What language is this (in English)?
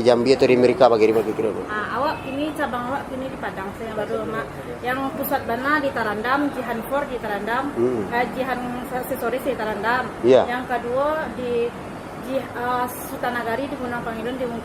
Minangkabau